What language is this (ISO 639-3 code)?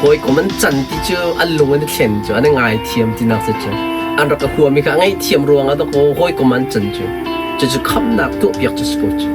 cnh